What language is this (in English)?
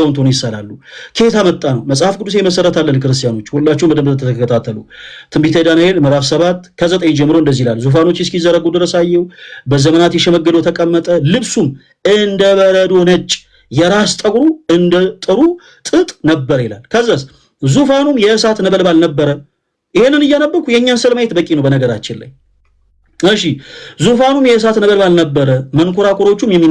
Amharic